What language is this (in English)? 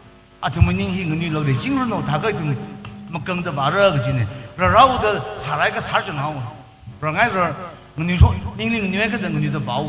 Tangkhul Naga (India)